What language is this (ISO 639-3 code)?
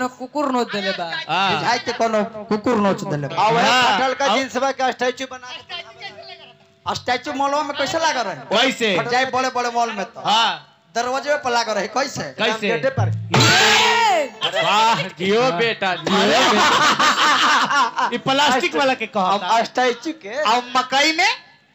bho